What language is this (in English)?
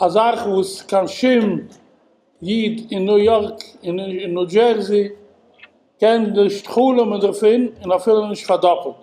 Yiddish